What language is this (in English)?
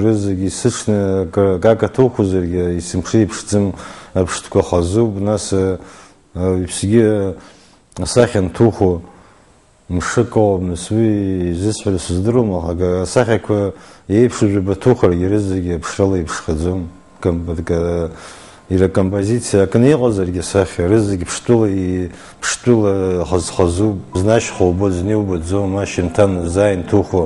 Abkhazian